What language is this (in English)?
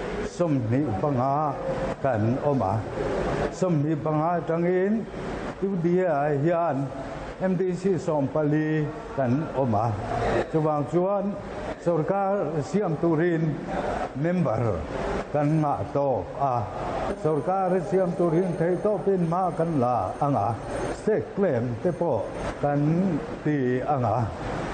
Mizo